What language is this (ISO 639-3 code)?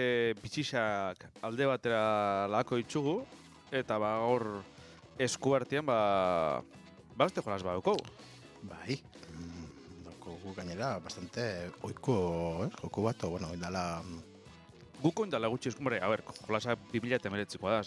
eus